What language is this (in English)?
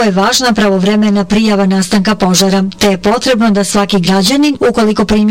Bosnian